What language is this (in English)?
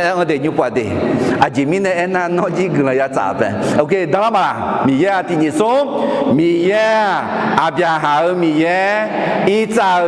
Akha